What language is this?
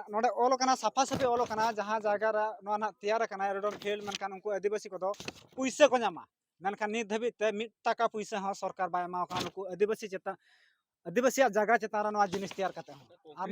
Santali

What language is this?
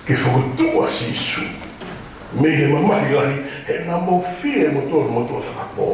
Tongan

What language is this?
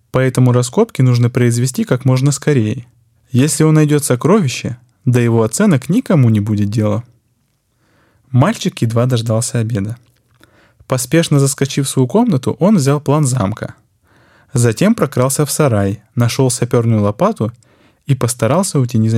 Russian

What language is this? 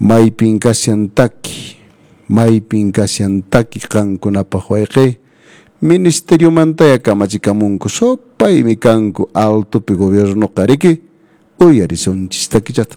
Quechua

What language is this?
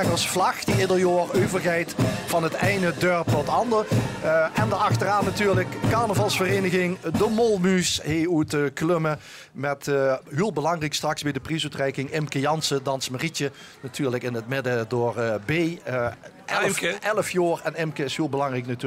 Limburgish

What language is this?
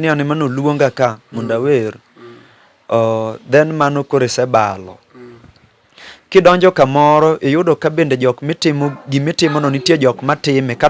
Luo (Kenya and Tanzania)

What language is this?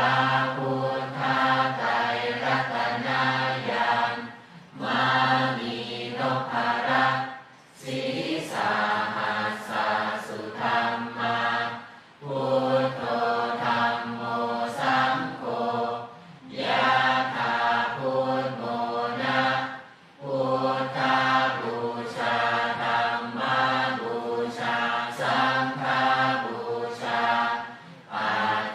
Pali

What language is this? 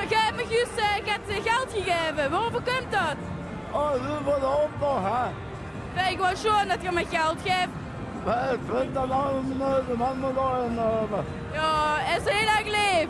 Limburgish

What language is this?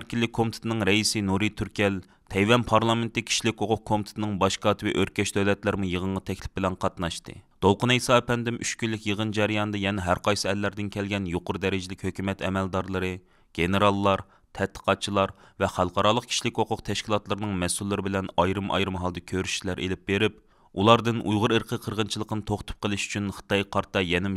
Uyghur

